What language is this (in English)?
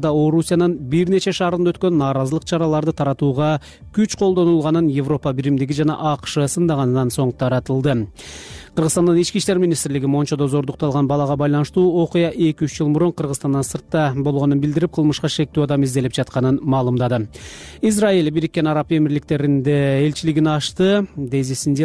Kyrgyz